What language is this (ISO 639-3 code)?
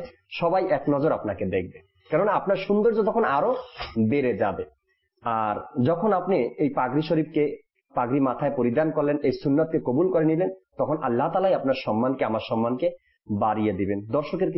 ben